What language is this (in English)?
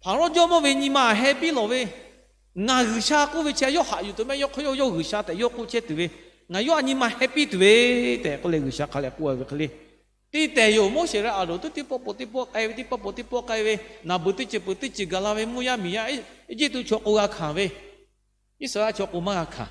Lahu